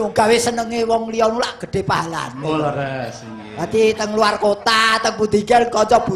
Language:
Javanese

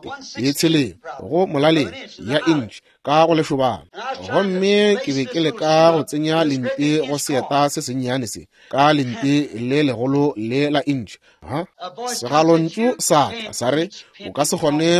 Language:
Northern Sotho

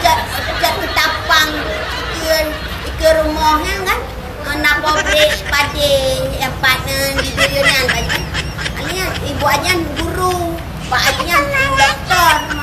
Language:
Achinese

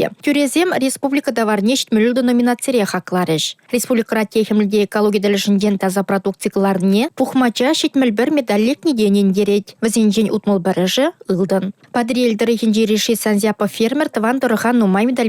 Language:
Chuvash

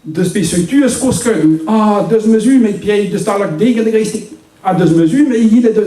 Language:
Breton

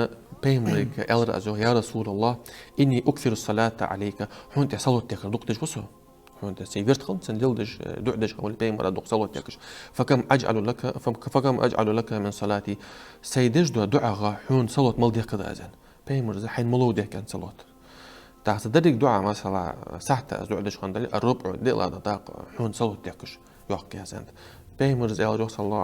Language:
Ingush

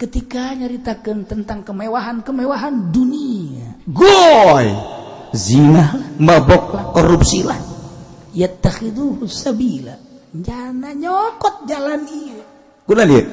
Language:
Sundanese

